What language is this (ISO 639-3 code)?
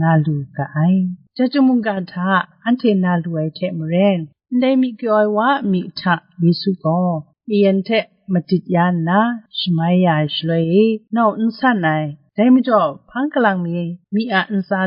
kac